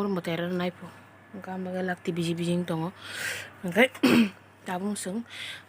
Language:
Kok Borok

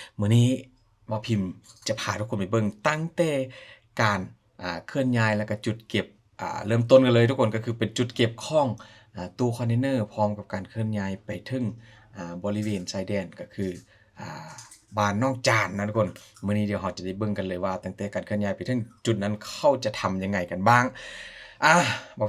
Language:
Lao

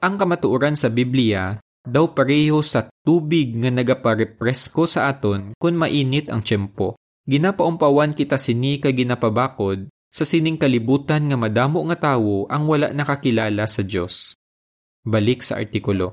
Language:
Hiligaynon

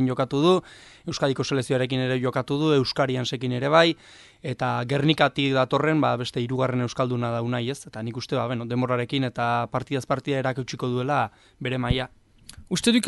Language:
Basque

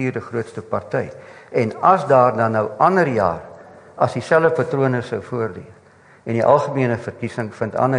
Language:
Afrikaans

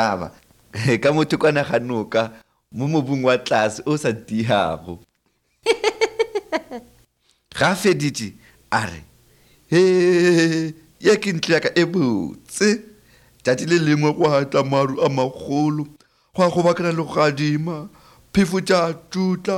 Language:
Northern Sotho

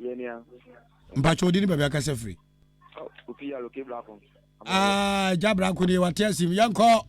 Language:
Akan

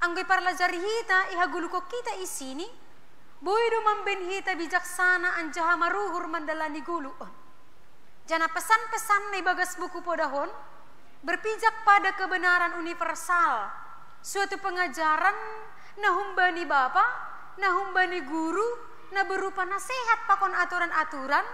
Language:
Batak Simalungun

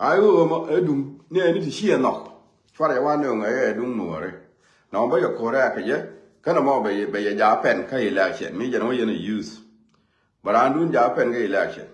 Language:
Nuer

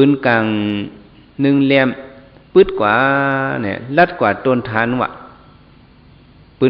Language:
Shan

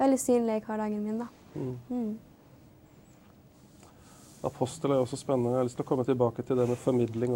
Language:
Norwegian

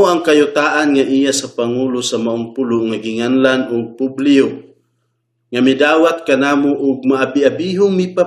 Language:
Cebuano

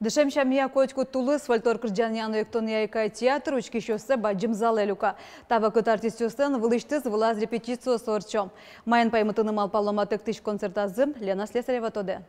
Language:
Udmurt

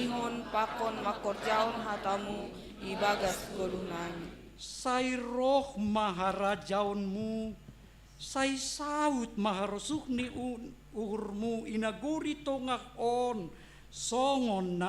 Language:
Batak Simalungun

